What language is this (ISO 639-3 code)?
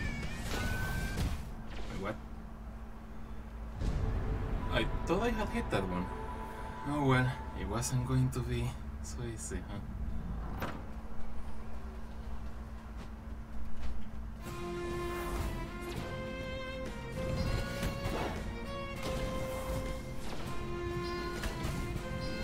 eng